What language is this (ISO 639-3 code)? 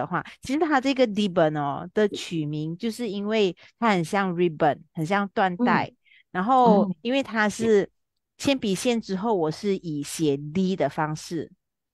zho